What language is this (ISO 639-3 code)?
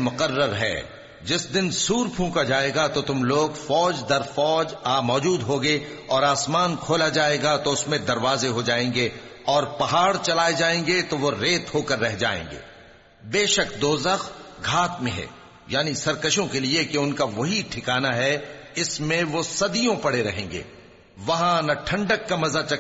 urd